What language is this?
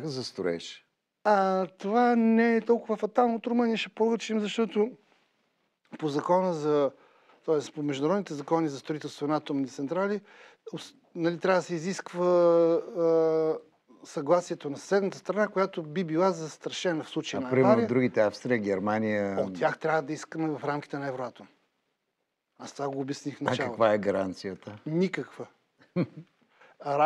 Bulgarian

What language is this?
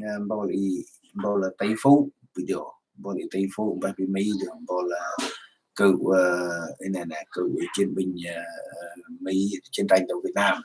Central Mnong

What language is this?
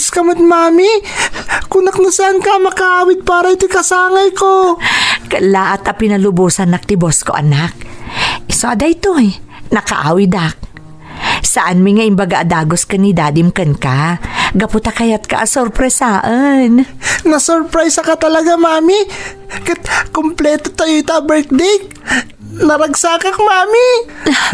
Iloko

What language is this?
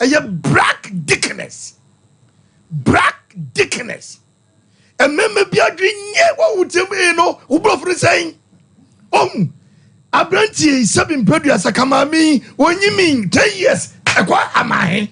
Akan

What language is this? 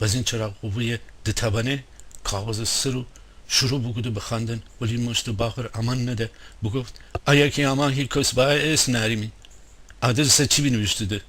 Gilaki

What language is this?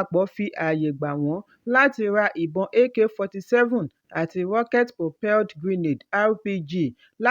Yoruba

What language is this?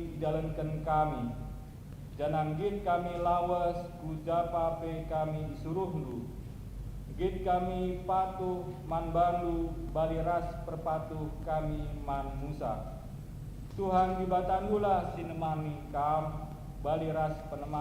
Batak Karo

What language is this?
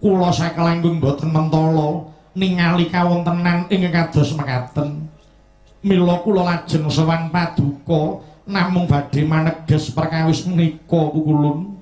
Javanese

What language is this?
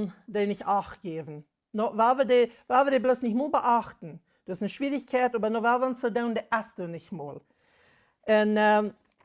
Plautdietsch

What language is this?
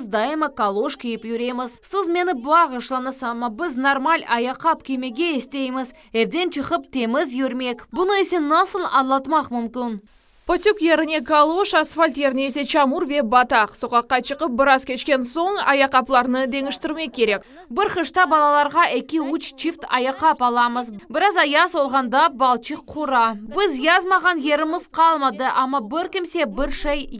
Crimean Tatar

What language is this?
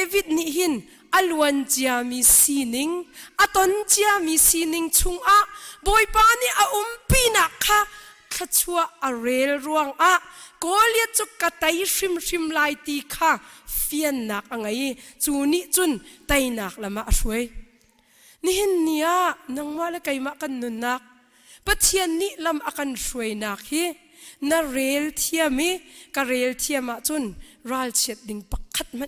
Hakha Chin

